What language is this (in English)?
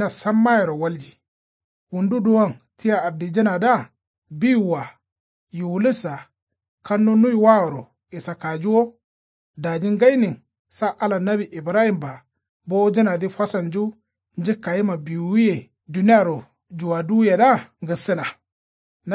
Kanuri